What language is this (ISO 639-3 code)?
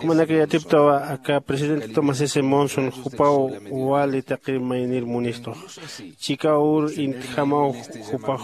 aym